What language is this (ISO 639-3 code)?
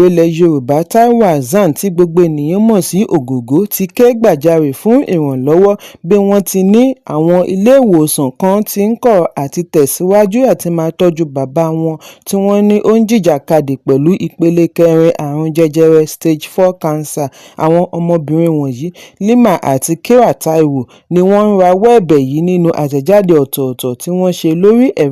yor